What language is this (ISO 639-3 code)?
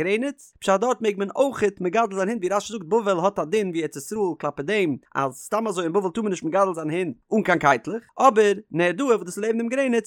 yid